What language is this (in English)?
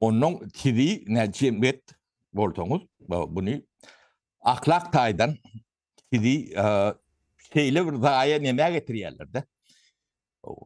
Turkmen